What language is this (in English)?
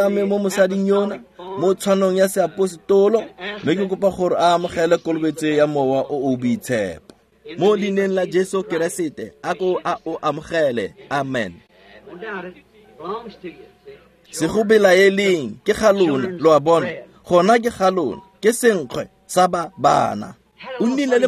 Tswana